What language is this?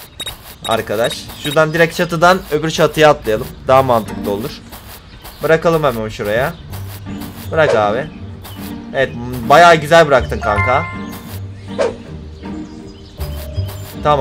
Turkish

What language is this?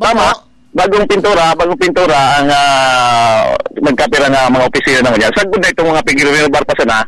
Bikol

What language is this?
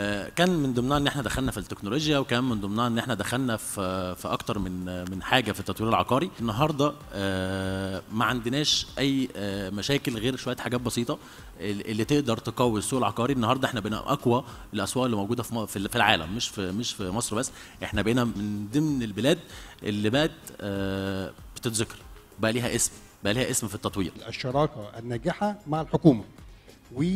Egyptian Arabic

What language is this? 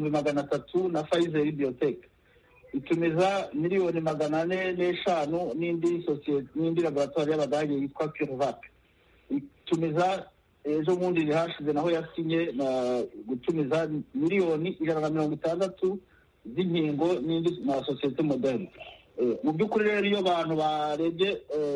Kinyarwanda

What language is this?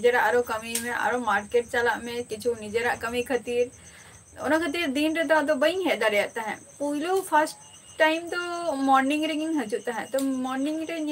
Santali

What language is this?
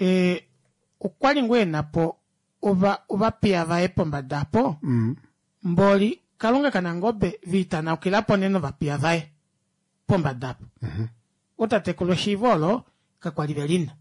Kuanyama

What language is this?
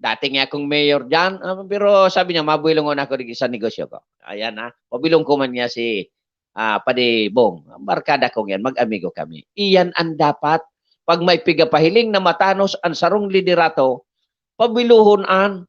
Bikol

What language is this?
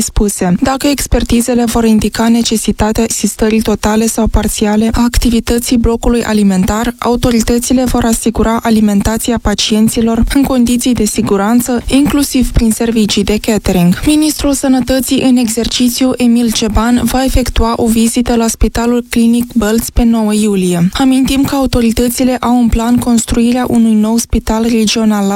Romanian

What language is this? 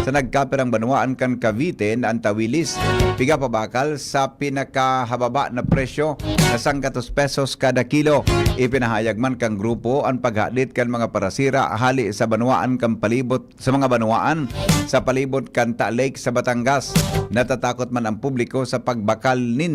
Bikol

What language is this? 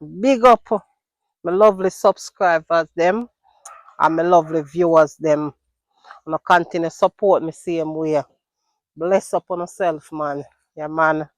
Jamaican Creole English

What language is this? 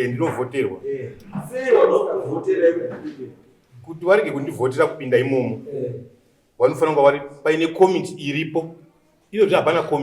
Shona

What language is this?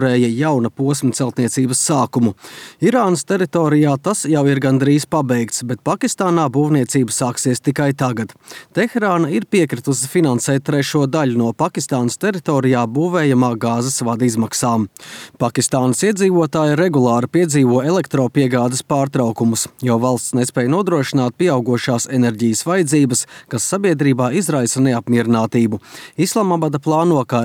Latvian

